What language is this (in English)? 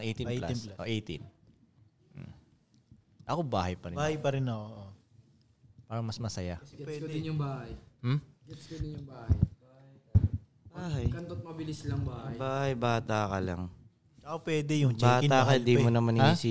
Filipino